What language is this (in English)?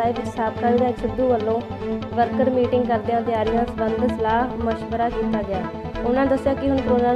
Punjabi